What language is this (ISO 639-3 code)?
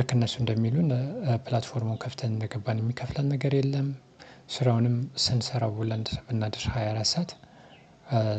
amh